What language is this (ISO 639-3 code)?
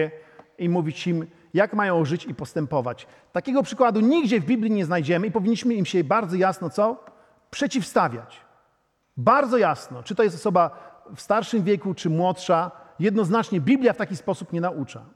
pol